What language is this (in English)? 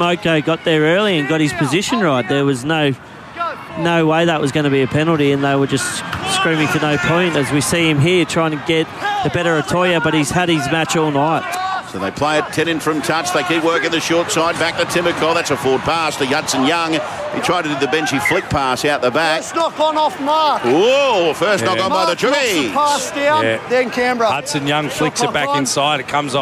English